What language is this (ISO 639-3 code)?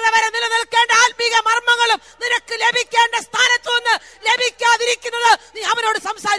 mal